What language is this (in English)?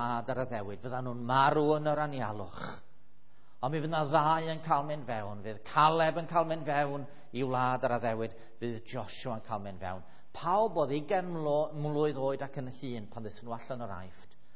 Welsh